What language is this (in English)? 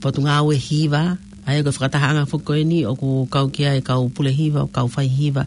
Tongan